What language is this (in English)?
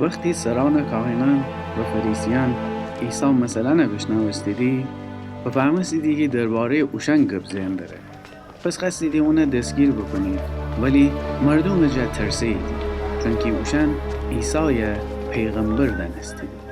Gilaki